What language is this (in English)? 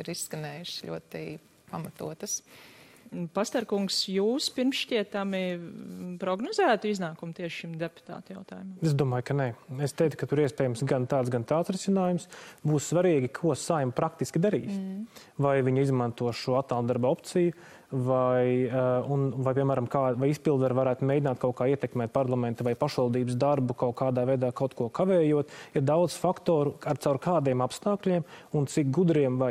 Latvian